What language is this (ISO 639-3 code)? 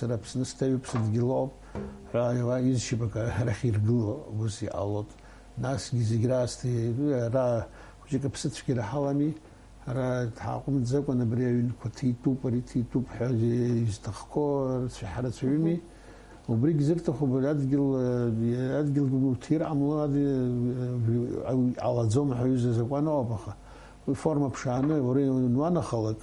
abk